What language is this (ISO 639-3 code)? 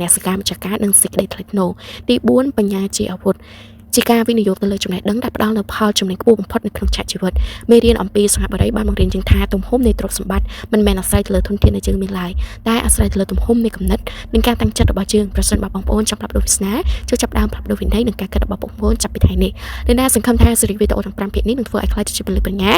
khm